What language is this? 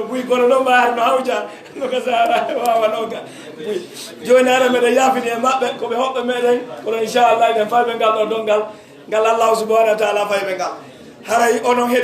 Pular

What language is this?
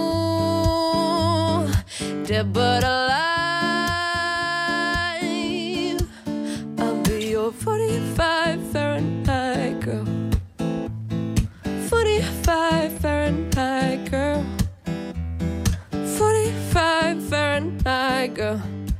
Danish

